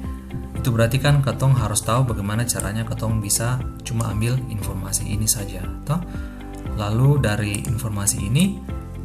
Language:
Ambonese Malay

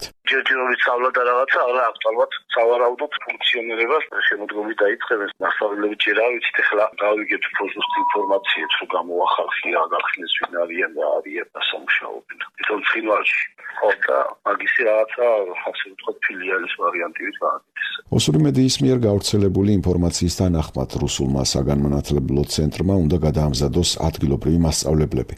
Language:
Georgian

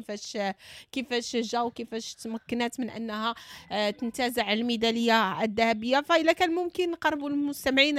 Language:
Moroccan Arabic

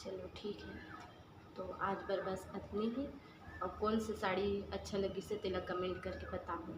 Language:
Chhattisgarhi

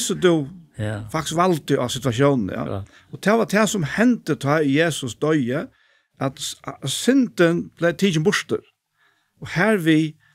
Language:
Faroese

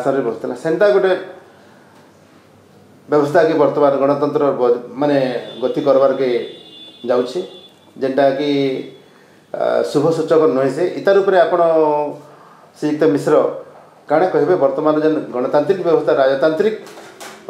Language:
Odia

